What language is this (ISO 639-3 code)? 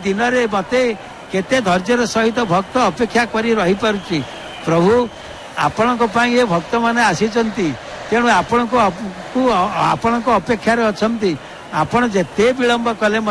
ori